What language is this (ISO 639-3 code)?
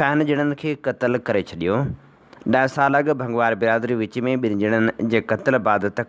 snd